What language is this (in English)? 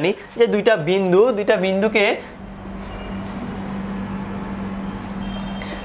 Bangla